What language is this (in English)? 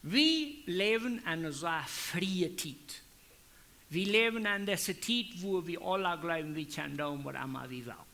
Plautdietsch